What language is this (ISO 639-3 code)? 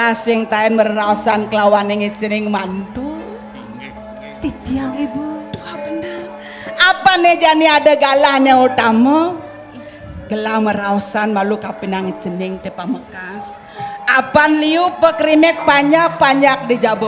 ban